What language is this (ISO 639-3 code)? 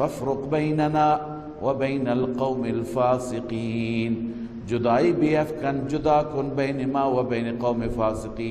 fas